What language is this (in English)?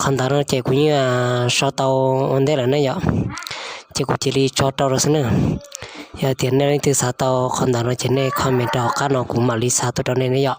Hmong